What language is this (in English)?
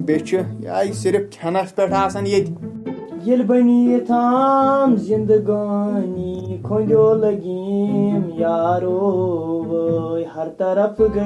Kashmiri